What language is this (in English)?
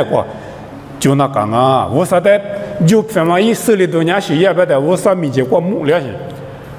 Lisu